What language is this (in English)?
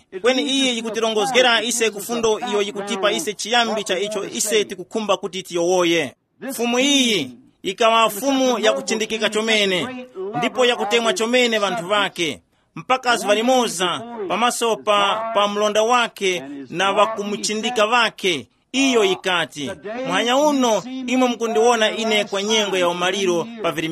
Tumbuka